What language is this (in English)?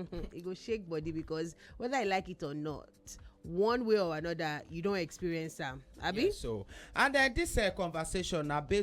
Nigerian Pidgin